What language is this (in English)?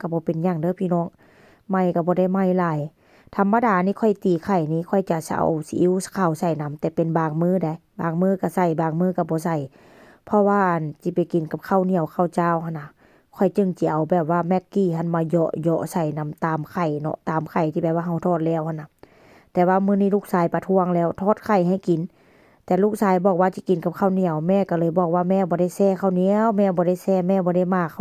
Northeastern Thai